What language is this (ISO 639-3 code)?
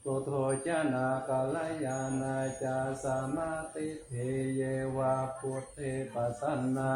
pli